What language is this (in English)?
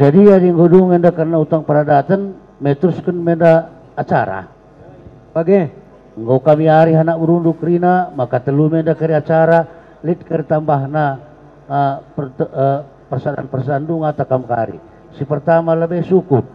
Batak Karo